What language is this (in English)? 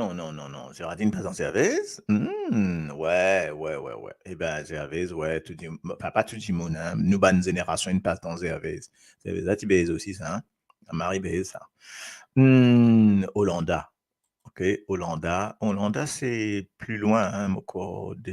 Morisyen